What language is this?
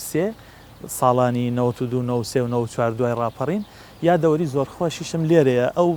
Central Kurdish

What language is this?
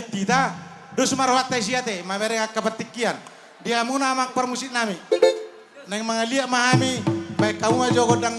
Batak Toba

